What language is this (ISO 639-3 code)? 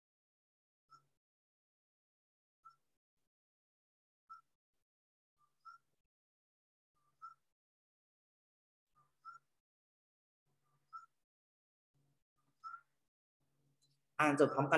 tha